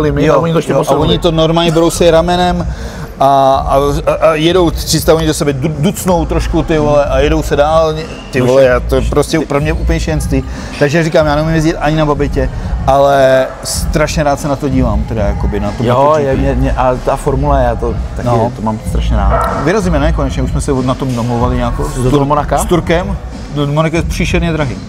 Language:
Czech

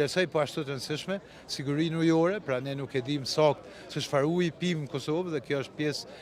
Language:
Albanian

